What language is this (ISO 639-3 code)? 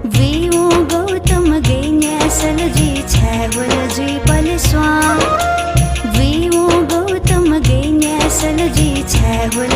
new